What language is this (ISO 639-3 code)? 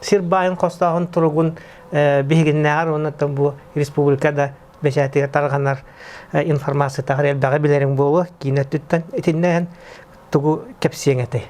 sah